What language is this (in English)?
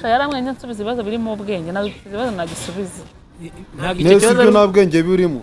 Kinyarwanda